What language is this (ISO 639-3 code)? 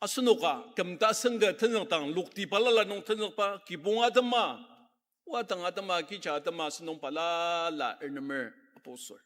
njo